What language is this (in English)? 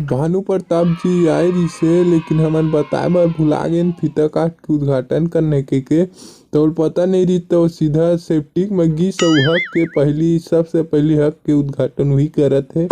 Chhattisgarhi